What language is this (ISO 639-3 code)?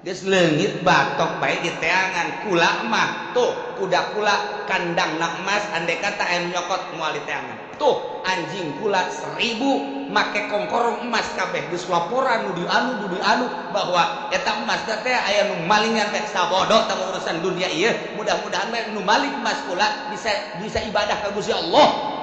sun